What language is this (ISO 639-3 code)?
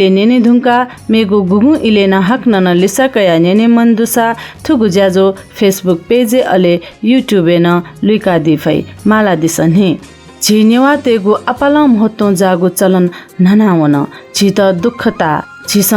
new